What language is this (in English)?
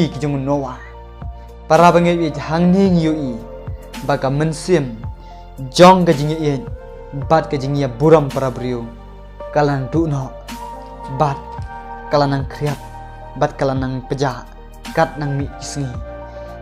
Khasi